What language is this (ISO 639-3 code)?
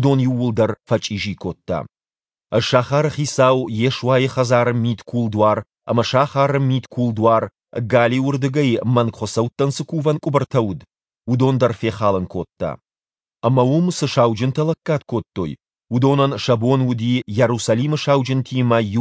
oss